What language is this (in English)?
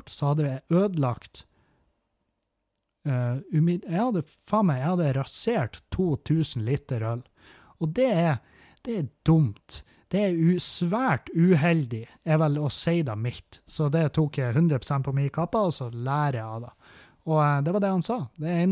Norwegian